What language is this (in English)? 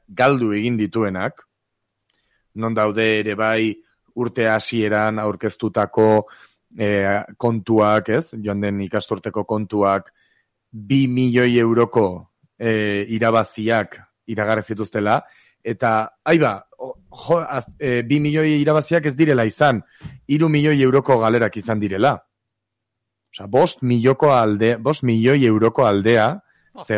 Basque